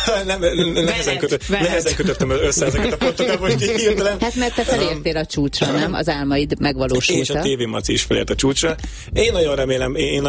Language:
Hungarian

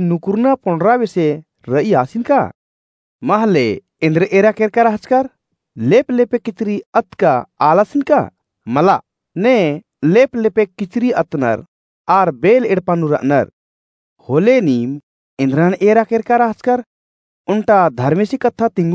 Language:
Kurukh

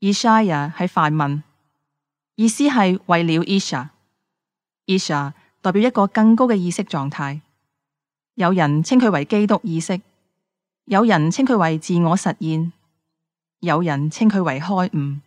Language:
Cantonese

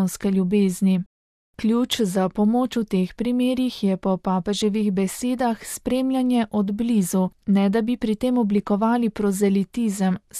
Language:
Slovenian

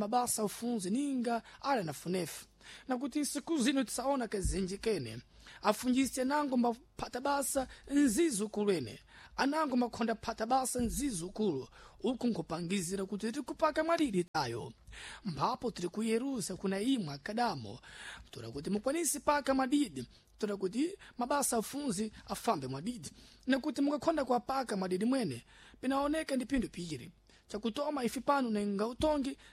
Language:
Sena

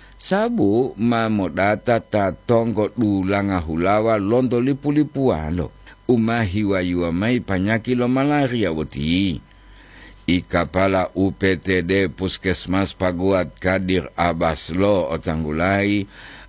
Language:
Gorontalo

